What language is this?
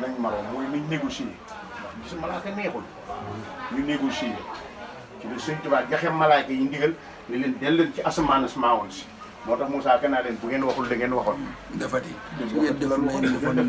Wolof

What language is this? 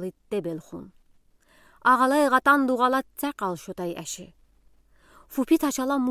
Udi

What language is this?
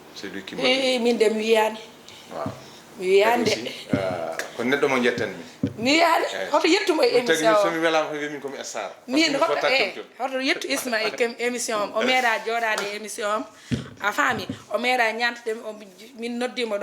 Fula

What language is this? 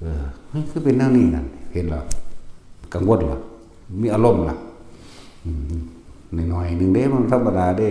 Northeastern Thai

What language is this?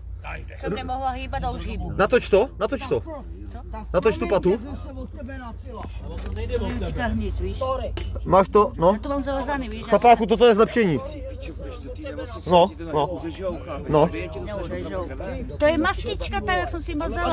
Czech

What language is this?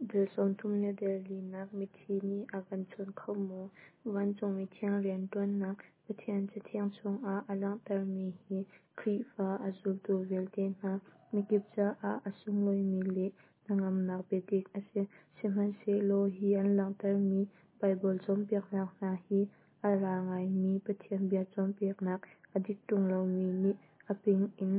Hakha Chin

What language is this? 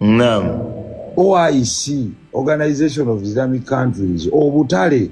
Ganda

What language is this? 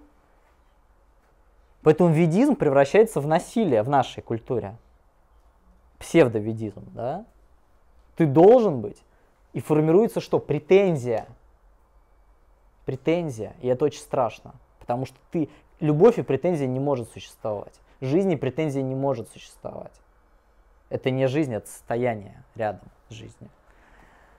Russian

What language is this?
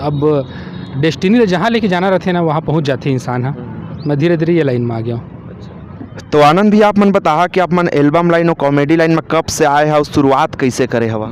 Chhattisgarhi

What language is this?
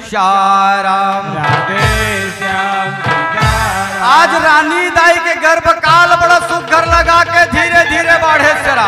Chhattisgarhi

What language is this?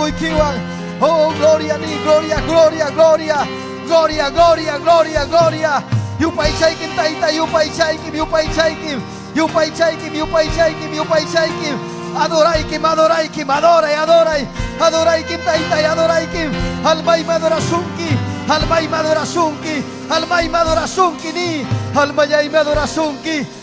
Ayacucho Quechua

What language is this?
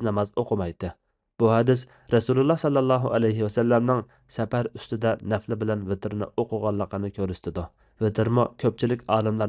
Uyghur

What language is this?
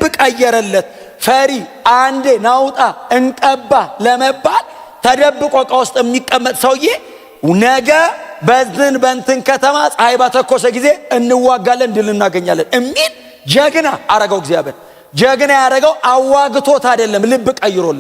Amharic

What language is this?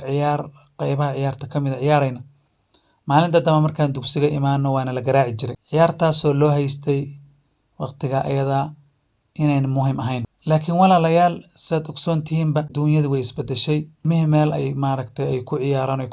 Somali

